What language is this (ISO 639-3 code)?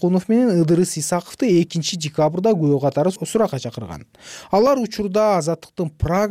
kir